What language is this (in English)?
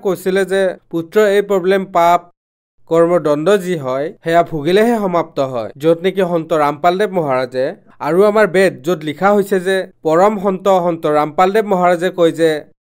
Assamese